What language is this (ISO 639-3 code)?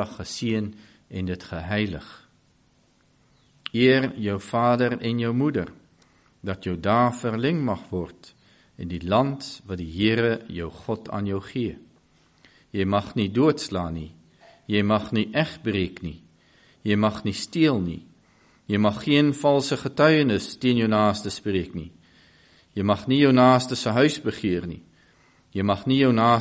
afr